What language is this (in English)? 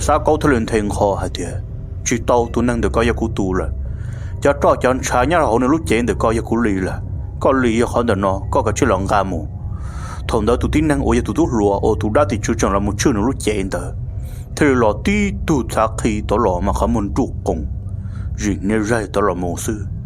Hmong